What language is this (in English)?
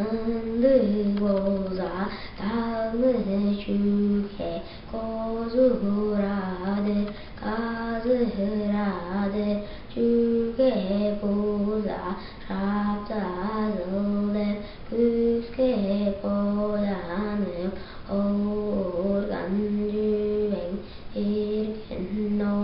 Tuvinian